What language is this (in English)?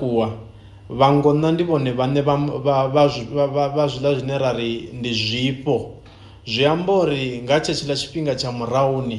Venda